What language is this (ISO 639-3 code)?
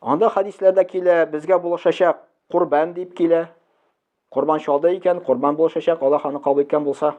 tat